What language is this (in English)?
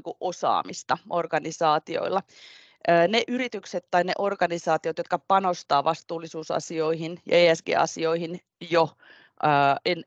Finnish